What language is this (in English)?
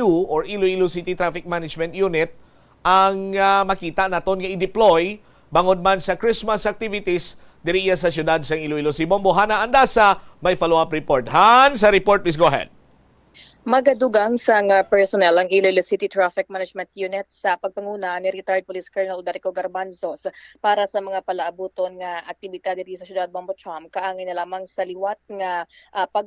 Hiligaynon